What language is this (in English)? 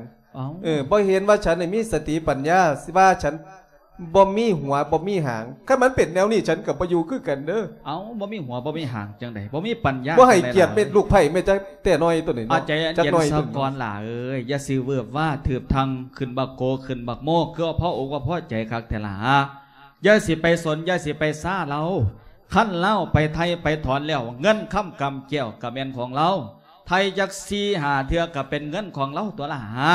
Lao